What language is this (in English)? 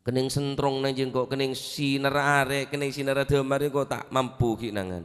Madurese